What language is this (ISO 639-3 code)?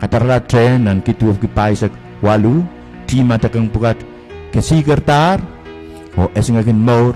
pon